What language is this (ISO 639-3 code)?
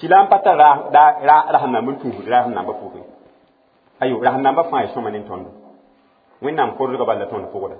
mos